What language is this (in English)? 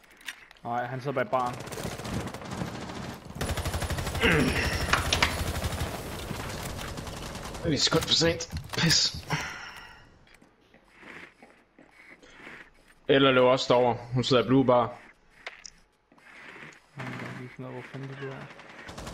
Danish